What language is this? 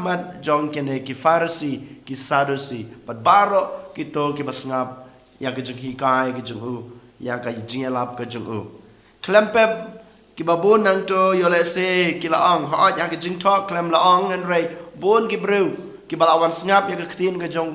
Khasi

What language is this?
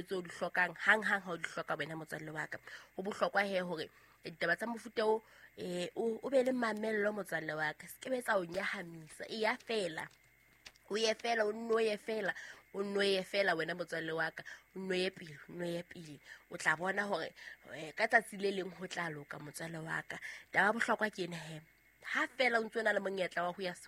Southern Sotho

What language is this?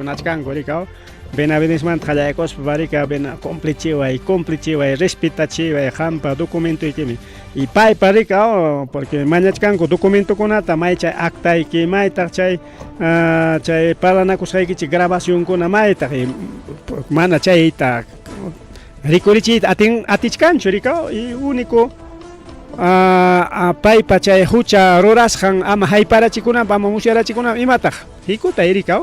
Ayacucho Quechua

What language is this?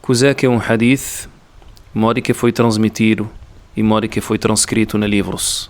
Kabuverdianu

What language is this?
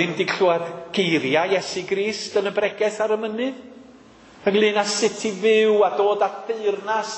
Welsh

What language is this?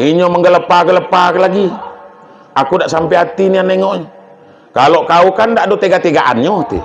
Minangkabau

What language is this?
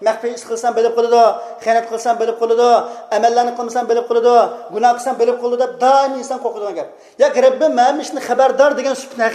Uyghur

